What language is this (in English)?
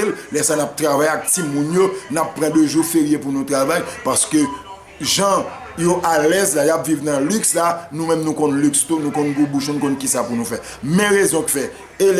Haitian Creole